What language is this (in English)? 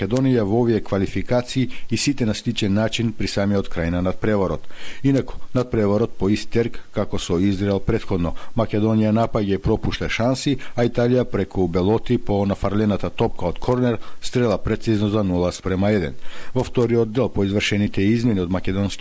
Macedonian